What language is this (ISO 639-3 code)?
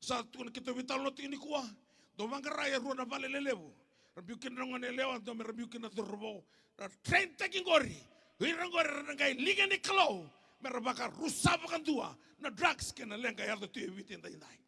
fij